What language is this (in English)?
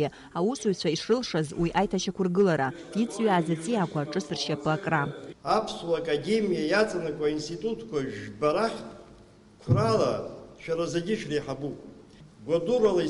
Abkhazian